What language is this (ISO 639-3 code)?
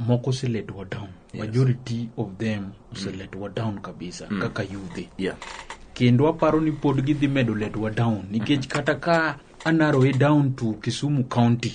luo